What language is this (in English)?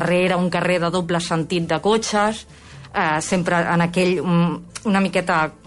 Catalan